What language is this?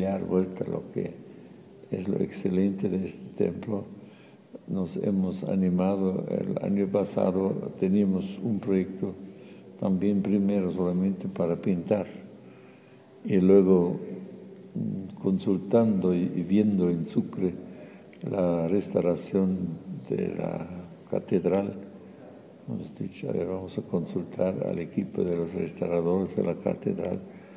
Spanish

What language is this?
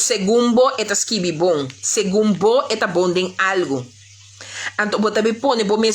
Papiamento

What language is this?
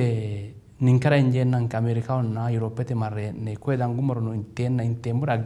Sidamo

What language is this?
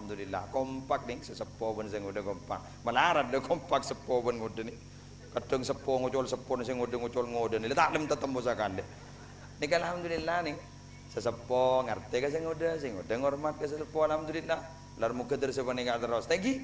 Madurese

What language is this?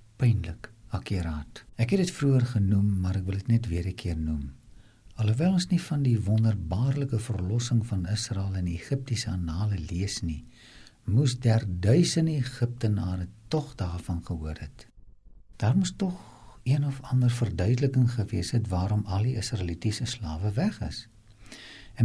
Afrikaans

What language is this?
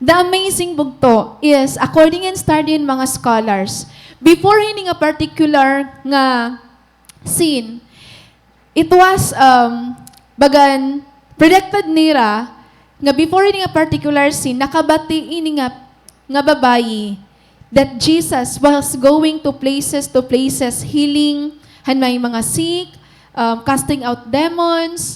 Waray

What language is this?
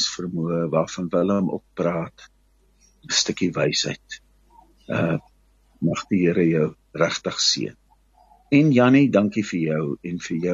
Afrikaans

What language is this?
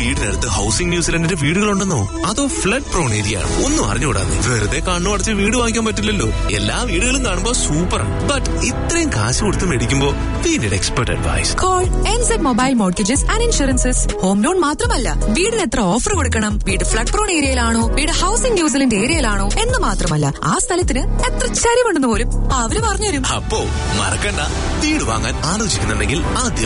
Malayalam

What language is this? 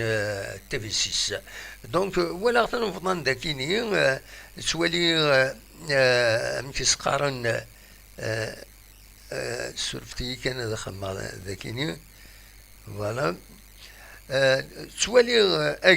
Kabyle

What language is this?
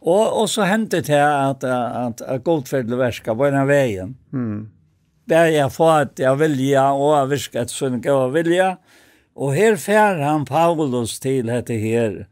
Faroese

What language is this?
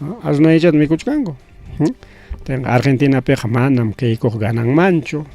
Ayacucho Quechua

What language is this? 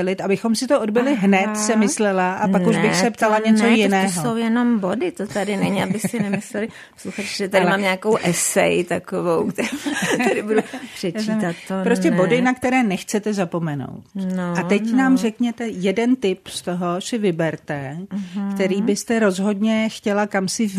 Czech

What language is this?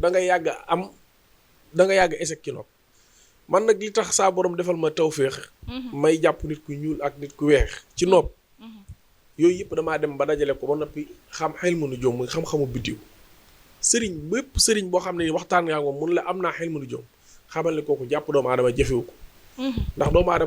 Wolof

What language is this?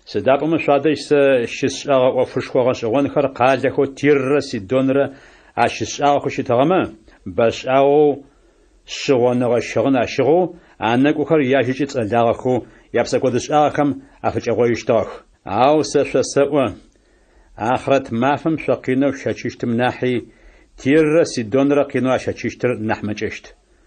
Adyghe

